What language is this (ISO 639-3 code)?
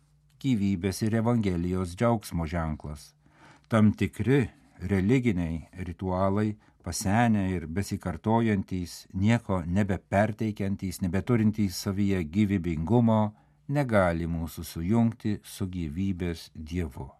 lit